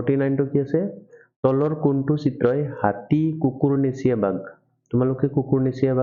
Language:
Assamese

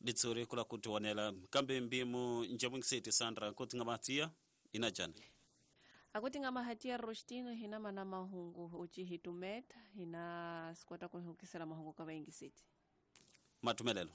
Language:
Tsonga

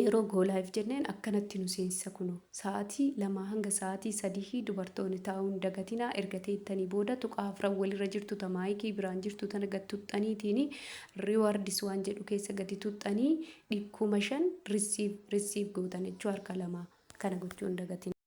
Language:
Oromo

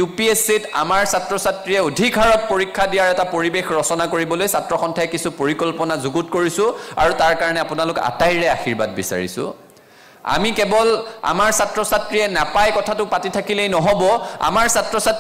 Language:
Assamese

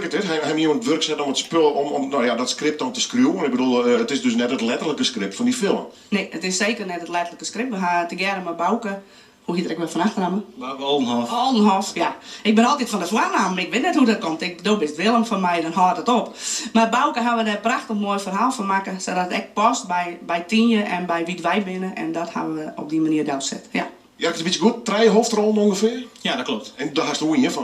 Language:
Western Frisian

